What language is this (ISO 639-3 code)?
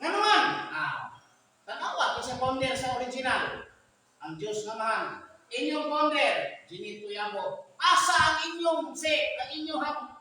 ceb